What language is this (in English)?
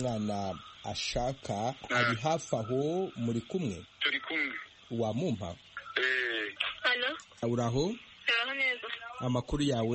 Kinyarwanda